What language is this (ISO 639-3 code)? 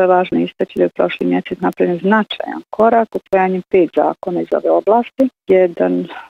bos